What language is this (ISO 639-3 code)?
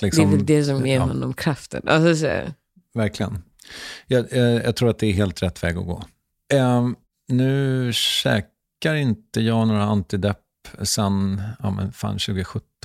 swe